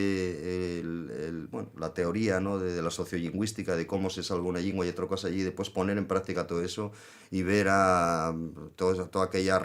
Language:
Asturian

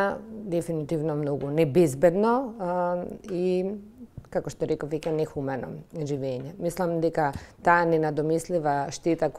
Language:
Macedonian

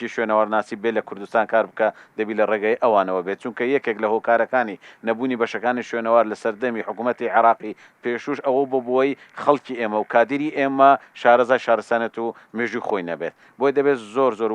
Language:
Central Kurdish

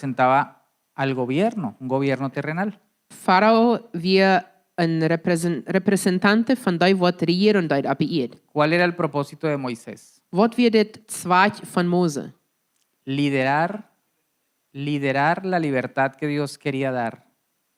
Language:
Plautdietsch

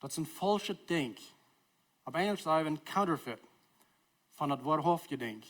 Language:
Plautdietsch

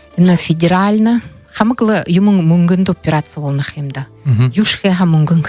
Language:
Buriat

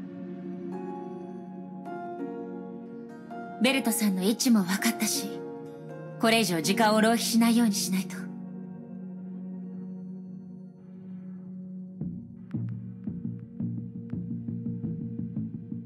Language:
Japanese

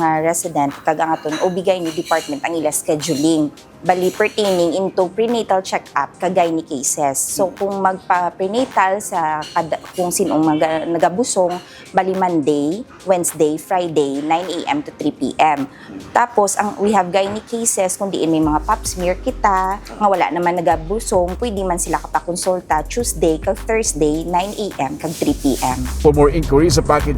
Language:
Hiligaynon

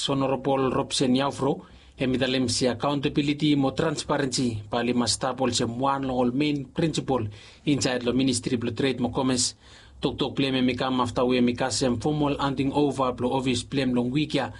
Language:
Bislama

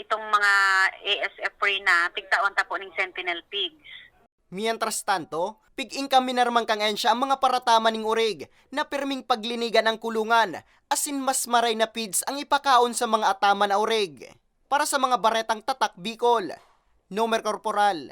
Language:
Bikol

